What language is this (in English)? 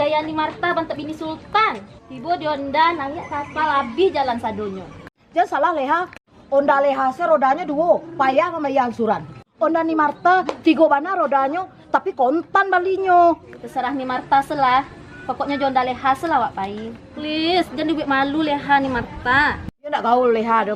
Minangkabau